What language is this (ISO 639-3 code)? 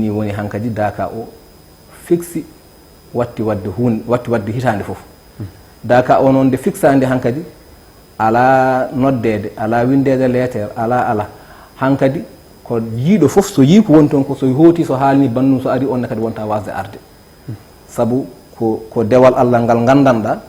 ful